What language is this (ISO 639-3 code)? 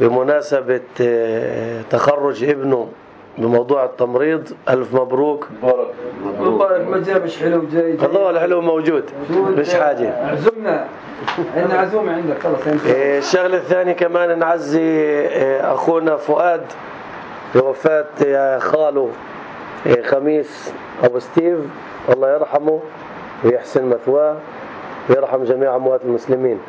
apc